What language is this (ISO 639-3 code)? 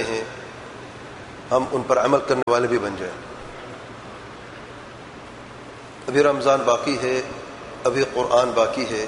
urd